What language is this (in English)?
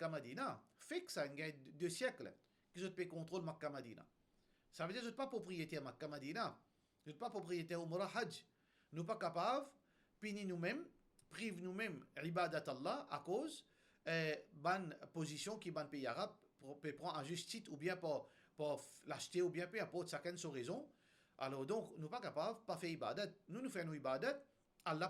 Morisyen